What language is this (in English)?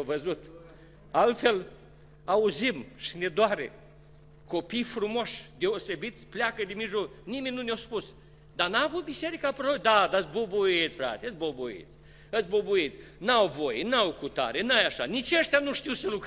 Romanian